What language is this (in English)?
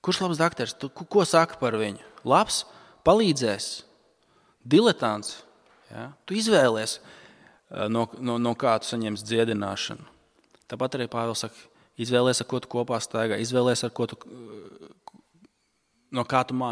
Latvian